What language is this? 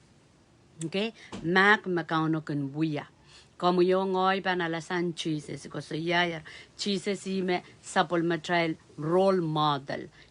Pohnpeian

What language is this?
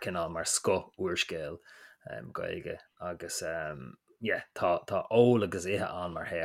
Irish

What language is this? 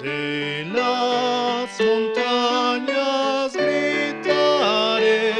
Aymara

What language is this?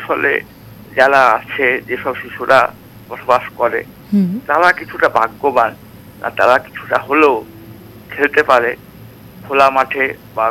Bangla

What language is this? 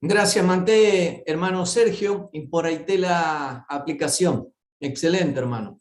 Guarani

